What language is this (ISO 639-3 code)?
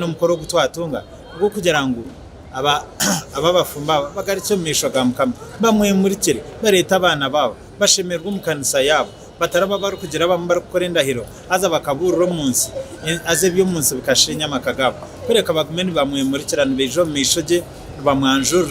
nyn